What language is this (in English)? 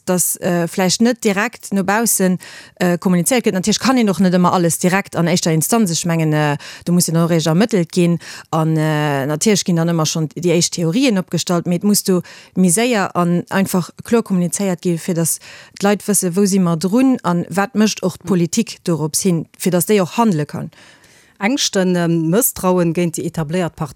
Luxembourgish